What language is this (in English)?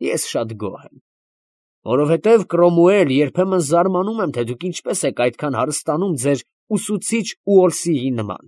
Armenian